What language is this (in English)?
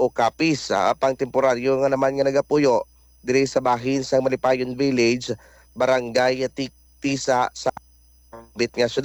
Hiligaynon